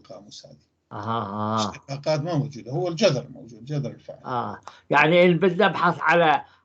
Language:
North Levantine Arabic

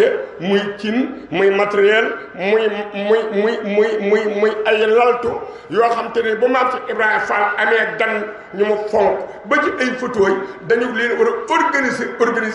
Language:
Wolof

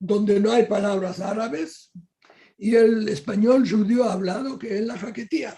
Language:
Ladino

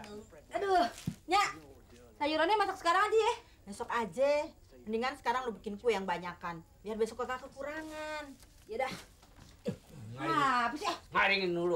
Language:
Betawi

